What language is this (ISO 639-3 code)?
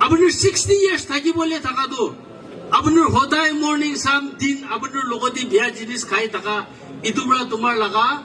nag